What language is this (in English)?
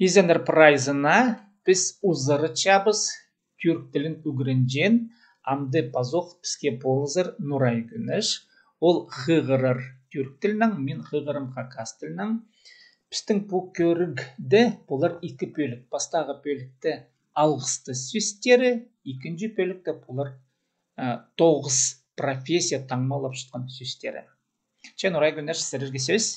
Khakas